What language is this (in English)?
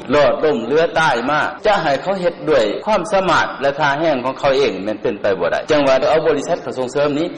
Lao